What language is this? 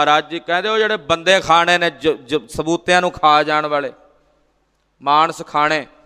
Punjabi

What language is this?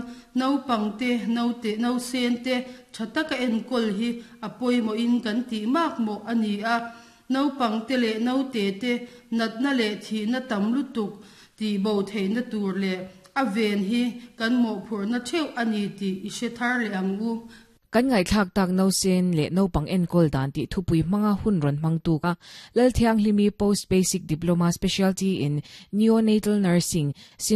Mizo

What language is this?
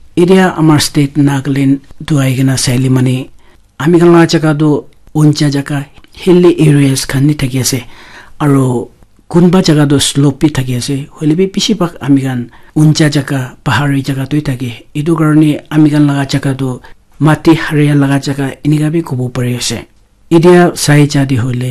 Naga Pidgin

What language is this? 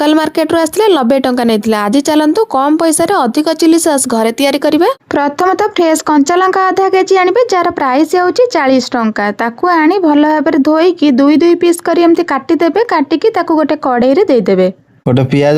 Odia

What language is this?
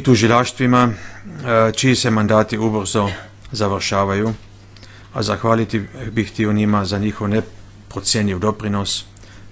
Bosnian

